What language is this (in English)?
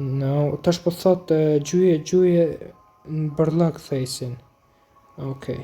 Albanian